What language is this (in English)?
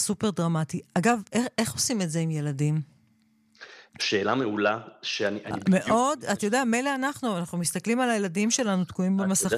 Hebrew